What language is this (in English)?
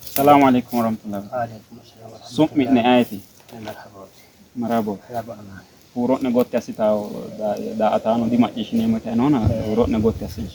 Sidamo